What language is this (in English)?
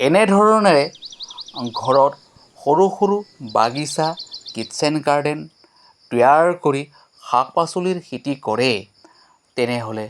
Assamese